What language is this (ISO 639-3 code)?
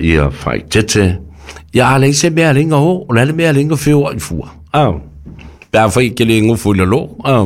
smo